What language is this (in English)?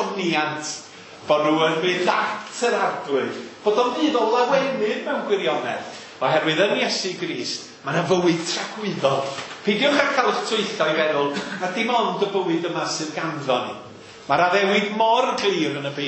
Welsh